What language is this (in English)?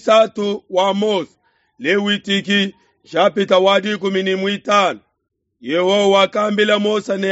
Luba-Lulua